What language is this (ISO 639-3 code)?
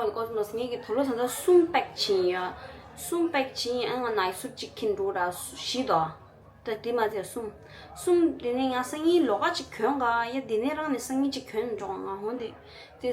bod